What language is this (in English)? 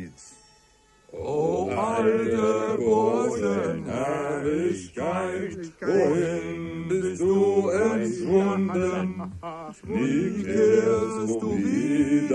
German